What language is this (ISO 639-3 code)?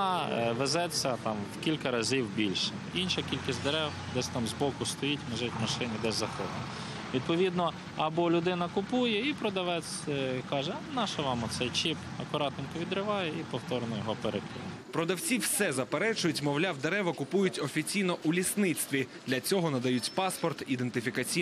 ukr